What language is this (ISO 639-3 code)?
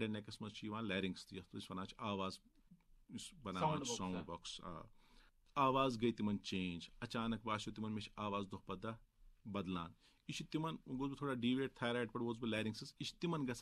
kas